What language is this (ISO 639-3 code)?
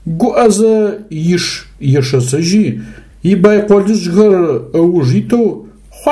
ady